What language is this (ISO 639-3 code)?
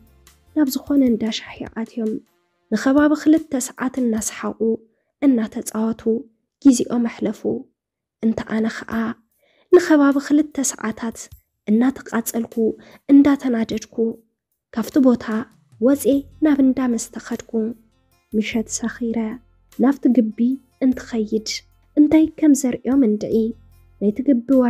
tir